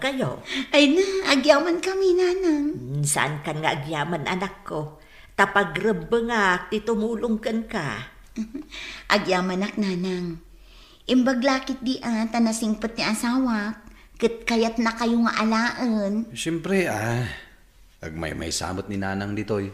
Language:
Iloko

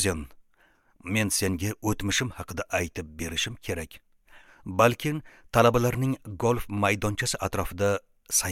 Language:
Uzbek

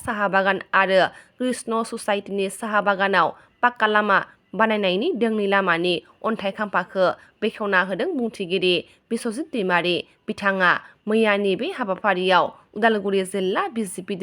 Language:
Bodo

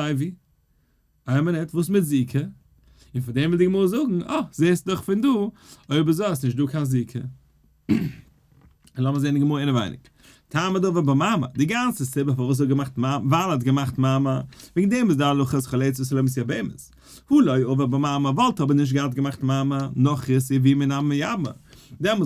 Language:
Yiddish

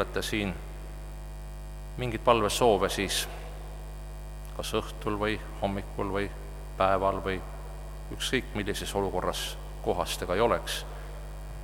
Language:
Estonian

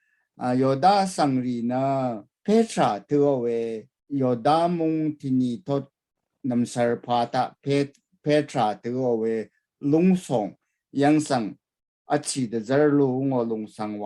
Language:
Rawang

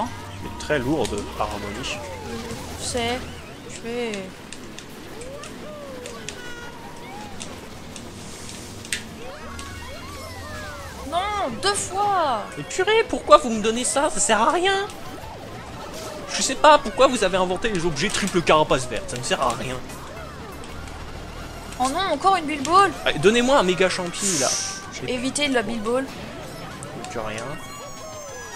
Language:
French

